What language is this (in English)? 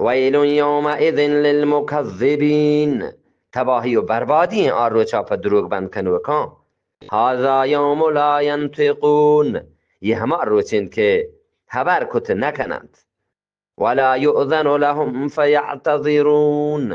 Eastern Balochi